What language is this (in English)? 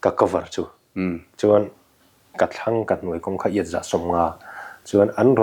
Mizo